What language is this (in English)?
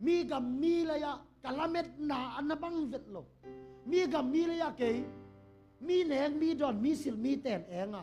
Tedim Chin